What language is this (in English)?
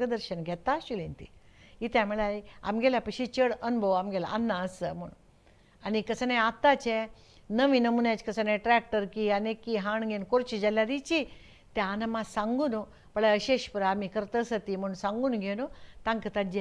Konkani